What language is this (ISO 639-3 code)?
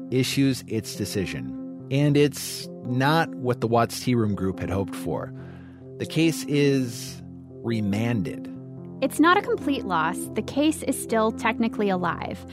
eng